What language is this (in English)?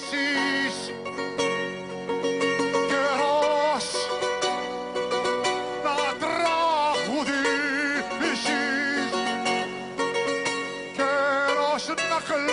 Greek